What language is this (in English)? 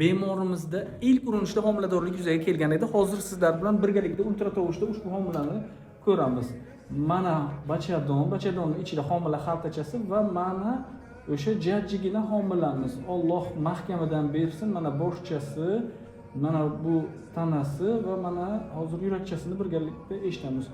Uzbek